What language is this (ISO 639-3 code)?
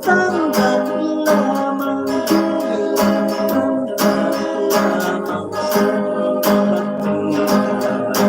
hil